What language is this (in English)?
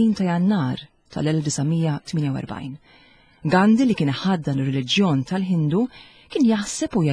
Maltese